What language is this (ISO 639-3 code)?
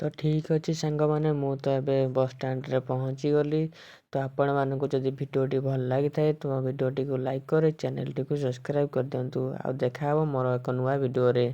ori